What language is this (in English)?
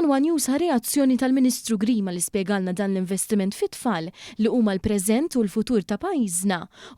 Maltese